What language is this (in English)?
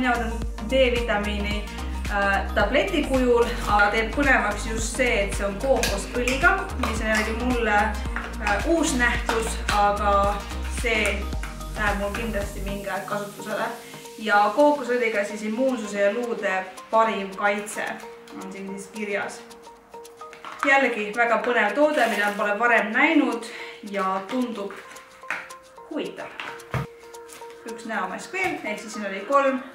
Estonian